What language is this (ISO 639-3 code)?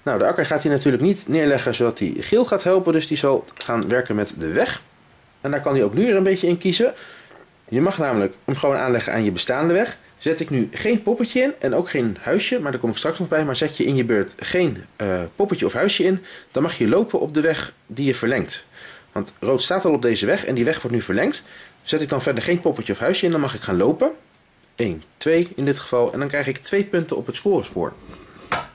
nld